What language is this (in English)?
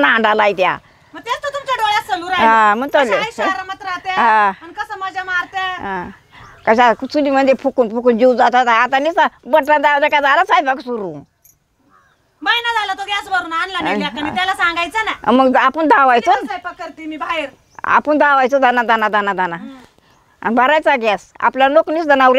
Marathi